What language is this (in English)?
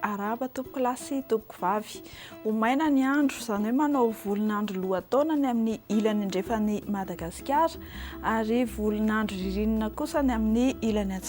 Malagasy